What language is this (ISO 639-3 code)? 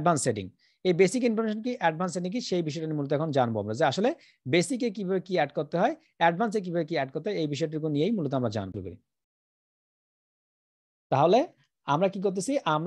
ben